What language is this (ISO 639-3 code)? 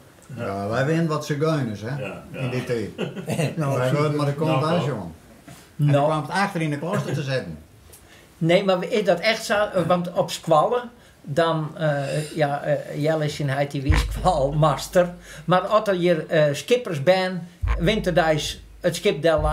fry